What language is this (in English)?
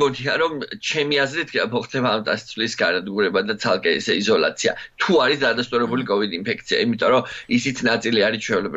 Georgian